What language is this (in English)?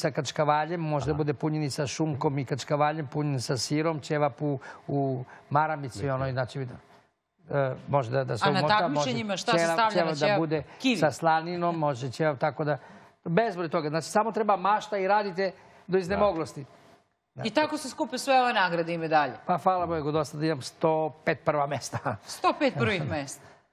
Serbian